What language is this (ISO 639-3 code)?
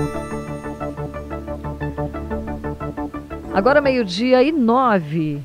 por